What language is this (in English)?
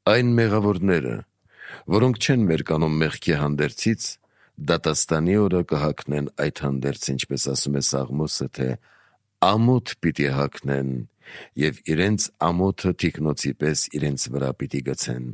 Armenian